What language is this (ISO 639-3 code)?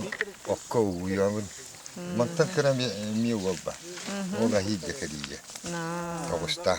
sah